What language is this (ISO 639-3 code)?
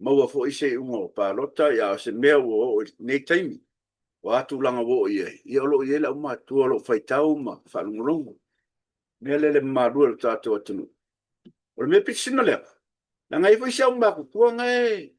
smo